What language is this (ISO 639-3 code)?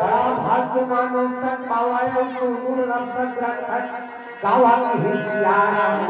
hne